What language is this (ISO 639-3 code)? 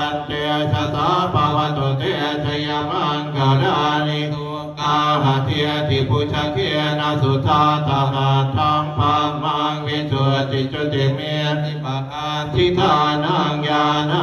pli